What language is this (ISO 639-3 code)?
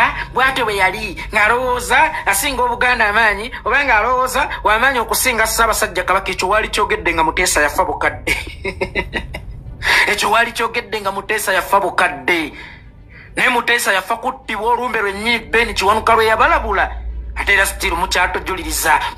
lug